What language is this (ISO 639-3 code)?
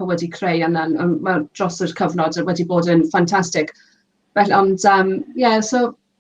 cym